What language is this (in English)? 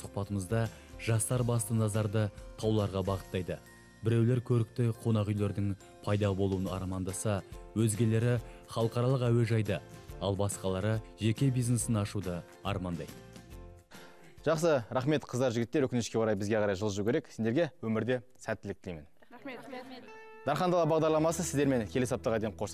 Kazakh